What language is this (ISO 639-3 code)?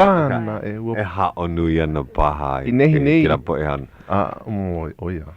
haw